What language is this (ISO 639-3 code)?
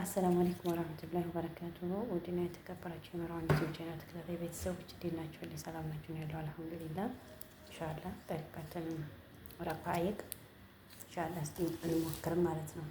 amh